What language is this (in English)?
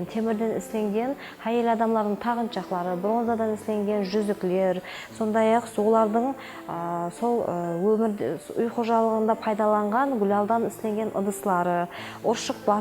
Kara-Kalpak